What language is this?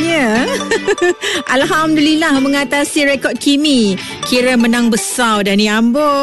Malay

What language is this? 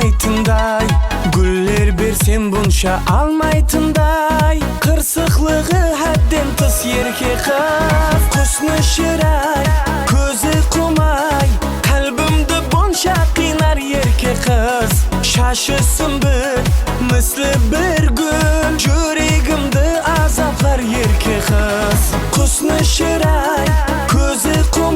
Kara-Kalpak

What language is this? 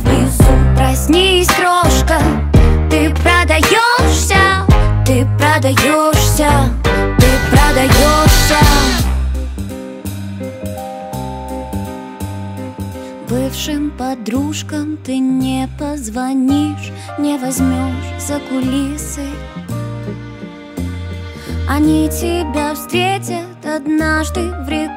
Russian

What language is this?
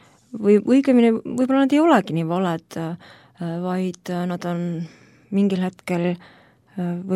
Estonian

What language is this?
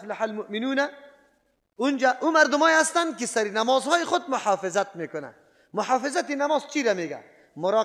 Persian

